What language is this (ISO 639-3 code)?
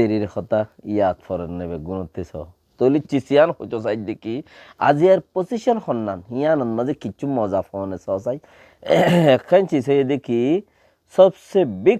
rhg